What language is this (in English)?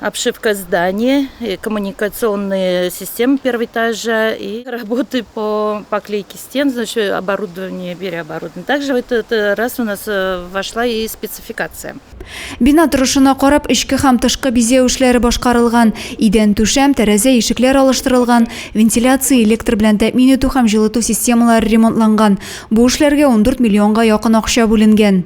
Tatar